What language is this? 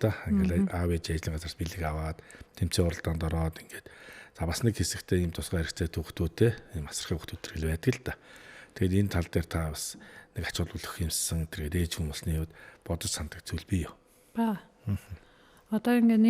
Mongolian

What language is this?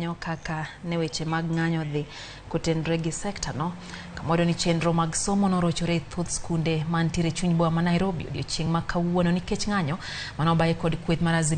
Luo (Kenya and Tanzania)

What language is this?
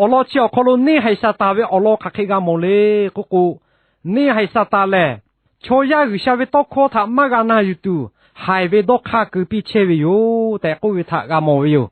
Lahu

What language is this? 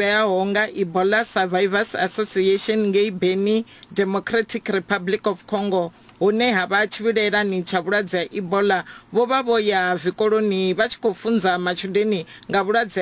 Venda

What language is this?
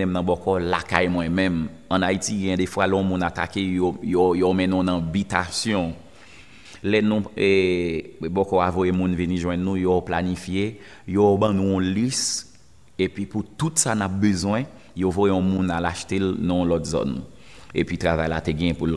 Haitian Creole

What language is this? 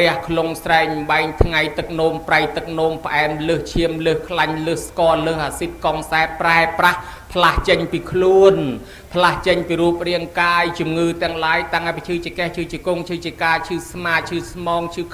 Khmer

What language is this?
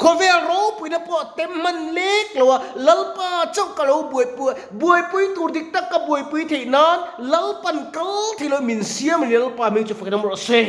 Mizo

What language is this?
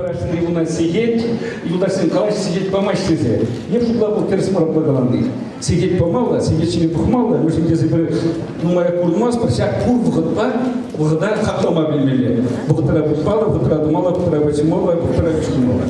Chuvash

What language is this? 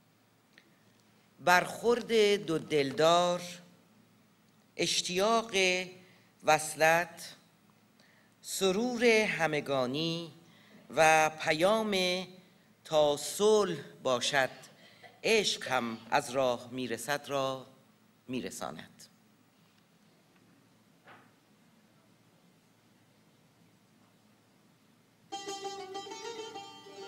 Persian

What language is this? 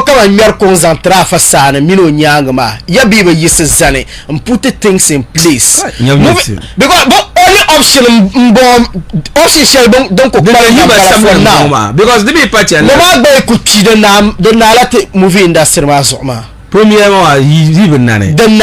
Dagbani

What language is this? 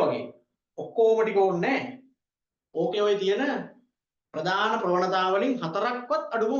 Sinhala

